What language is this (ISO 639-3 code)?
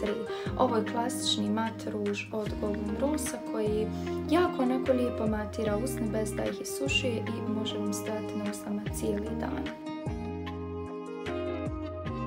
bos